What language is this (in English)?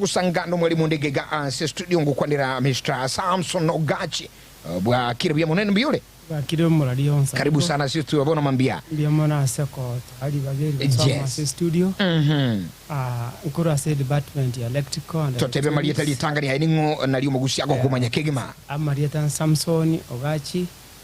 Gusii